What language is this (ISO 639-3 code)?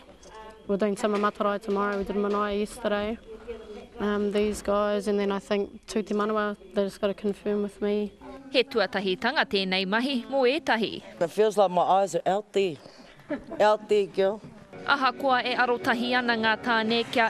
mri